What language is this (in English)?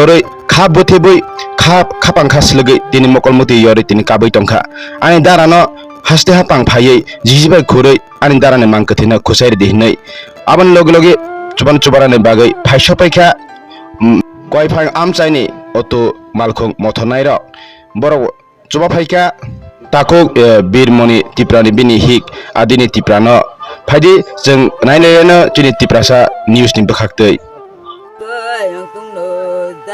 Kok Borok